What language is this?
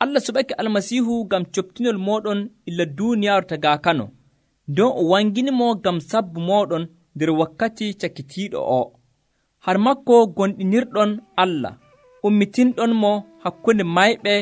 Nigerian Fulfulde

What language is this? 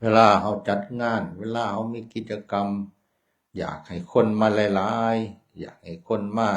Northeastern Thai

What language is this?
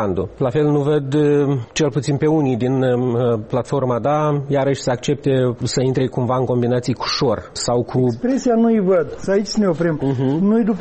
Romanian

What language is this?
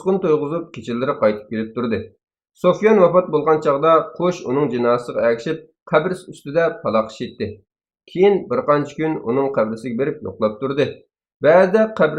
Uyghur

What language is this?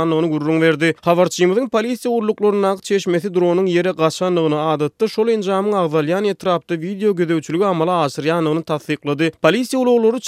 Turkmen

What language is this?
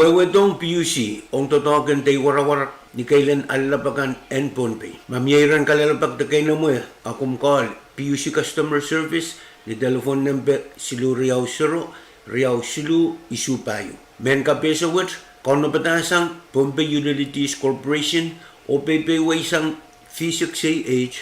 Pohnpeian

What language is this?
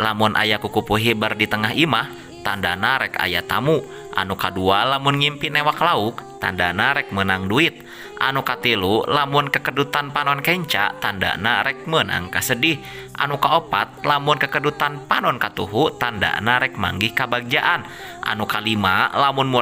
Sundanese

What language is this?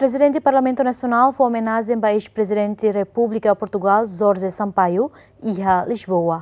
Tetum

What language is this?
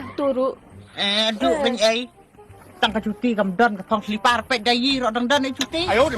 Khasi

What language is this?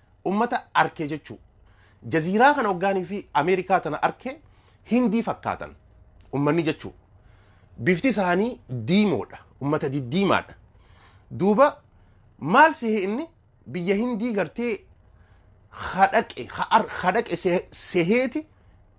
Oromo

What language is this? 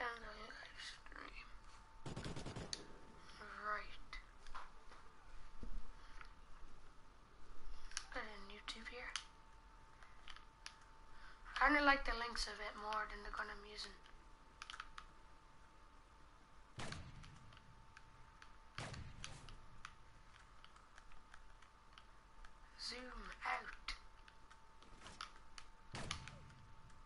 English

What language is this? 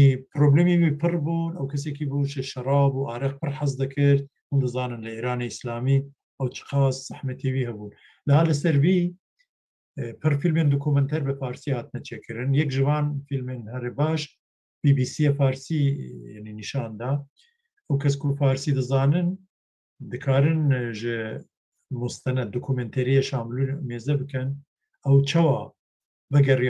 Kurdish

